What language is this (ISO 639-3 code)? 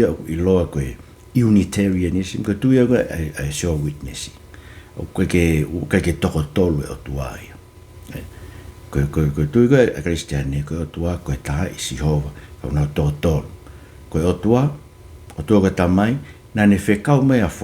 ton